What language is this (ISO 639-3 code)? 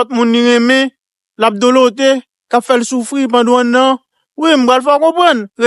hat